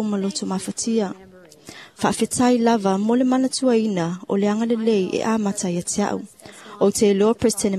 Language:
Samoan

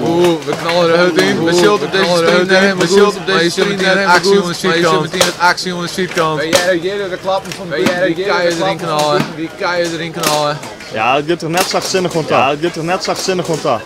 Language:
Western Frisian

